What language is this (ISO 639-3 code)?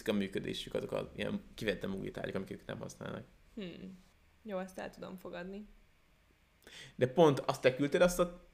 hun